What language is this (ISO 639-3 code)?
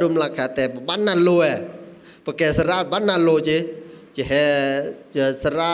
ksw